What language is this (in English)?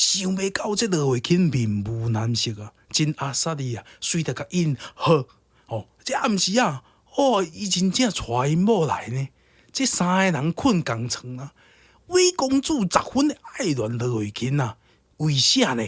Min Nan Chinese